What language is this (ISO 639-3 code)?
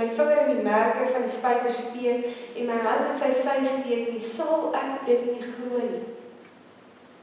afr